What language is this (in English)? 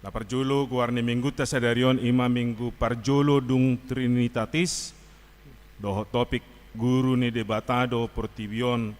Batak Toba